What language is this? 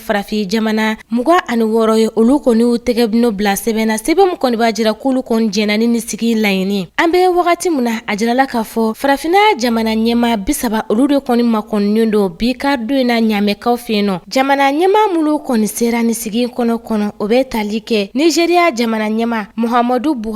Bambara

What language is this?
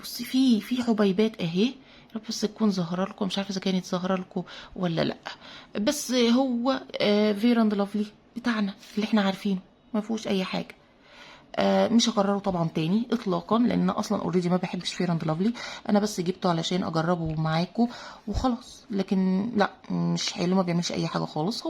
Egyptian Arabic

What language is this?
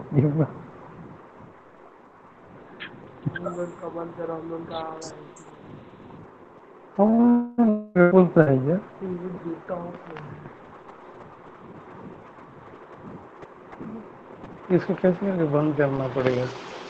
Odia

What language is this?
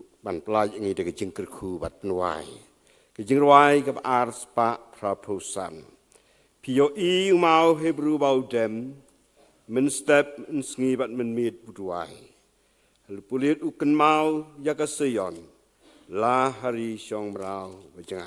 Khasi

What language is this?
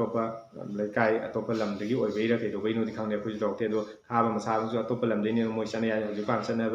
Manipuri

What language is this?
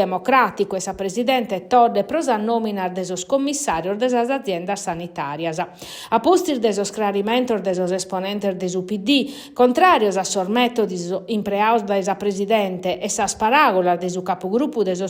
Sardinian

